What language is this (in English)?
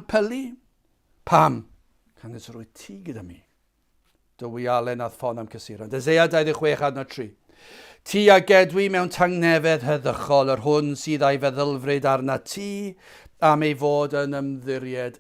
Welsh